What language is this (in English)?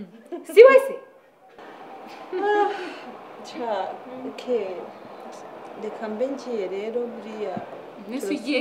Kinyarwanda